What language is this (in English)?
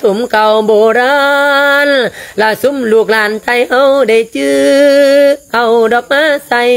Lao